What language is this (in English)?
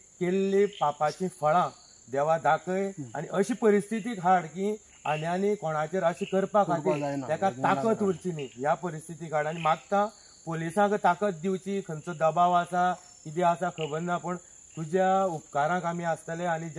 Konkani